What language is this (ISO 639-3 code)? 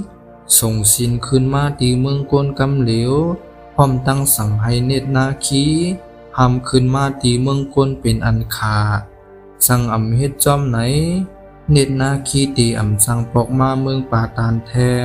shn